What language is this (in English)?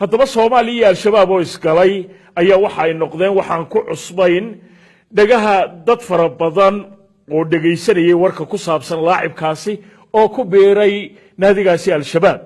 Somali